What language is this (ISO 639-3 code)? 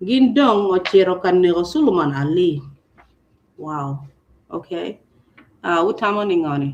ach